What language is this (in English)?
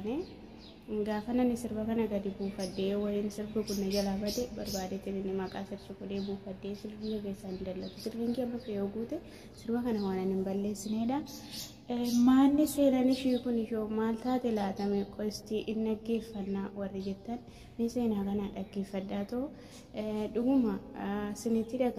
Oromo